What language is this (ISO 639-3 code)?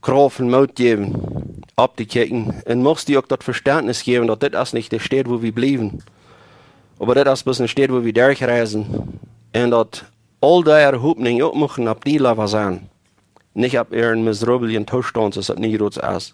pdt